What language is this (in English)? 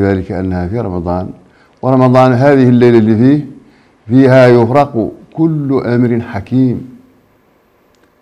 Arabic